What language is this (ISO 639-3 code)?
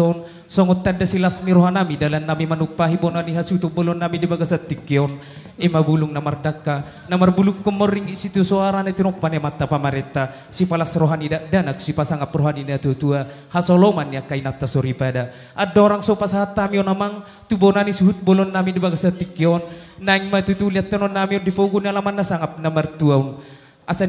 bbc